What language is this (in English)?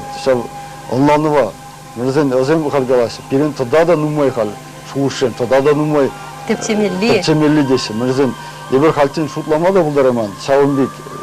Chuvash